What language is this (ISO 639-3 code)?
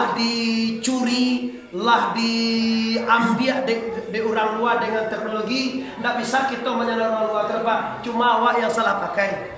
min